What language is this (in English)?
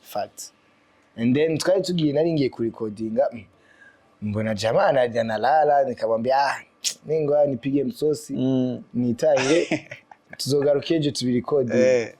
Rundi